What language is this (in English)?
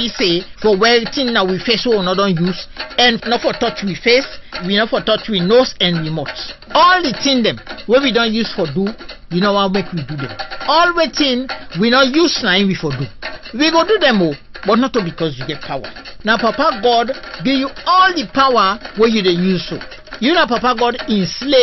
Krio